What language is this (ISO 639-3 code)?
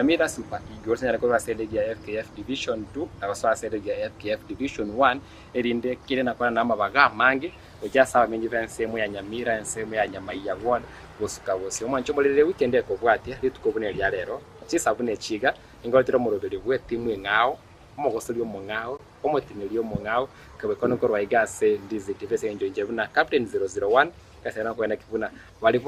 guz